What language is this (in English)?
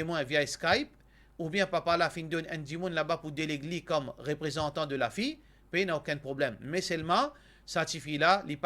Morisyen